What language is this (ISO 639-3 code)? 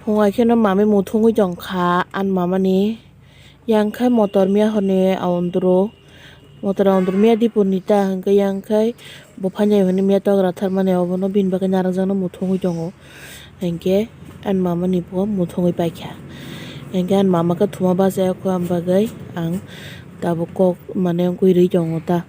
trp